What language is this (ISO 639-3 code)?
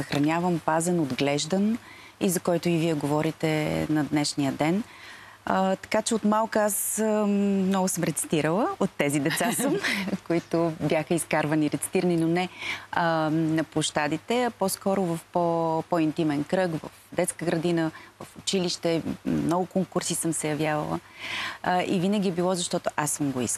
bul